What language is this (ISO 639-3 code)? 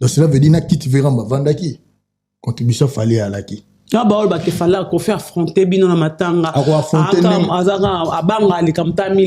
lin